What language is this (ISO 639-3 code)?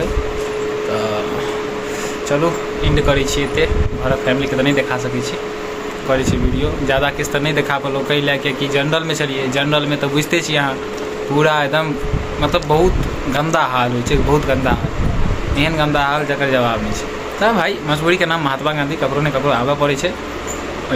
mai